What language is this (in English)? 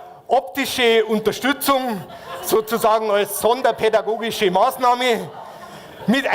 Bavarian